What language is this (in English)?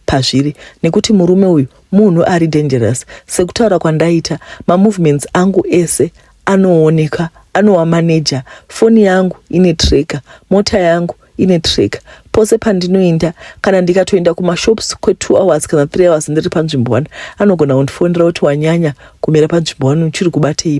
Shona